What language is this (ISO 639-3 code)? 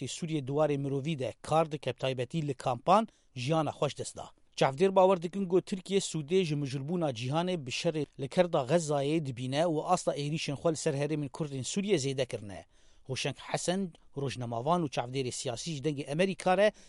kur